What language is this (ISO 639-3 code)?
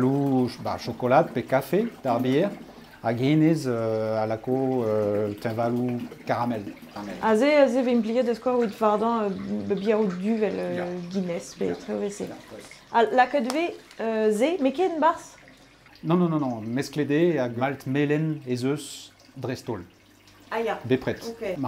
bre